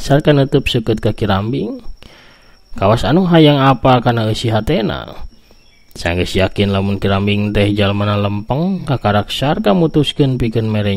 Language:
Sundanese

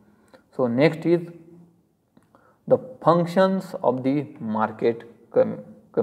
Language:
English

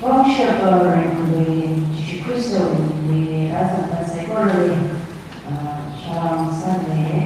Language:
Tangkhul Naga (India)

